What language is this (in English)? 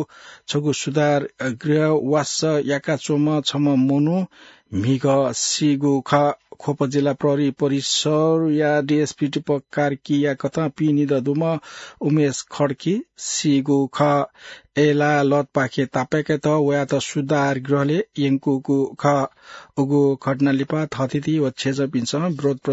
Newari